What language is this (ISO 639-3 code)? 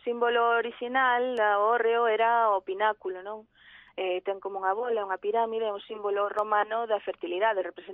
glg